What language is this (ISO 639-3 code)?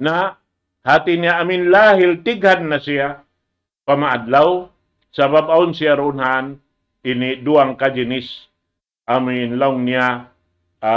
tsg